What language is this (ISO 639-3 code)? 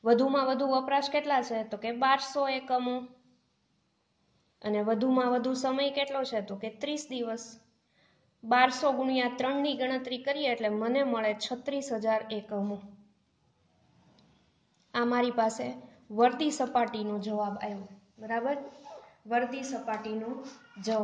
guj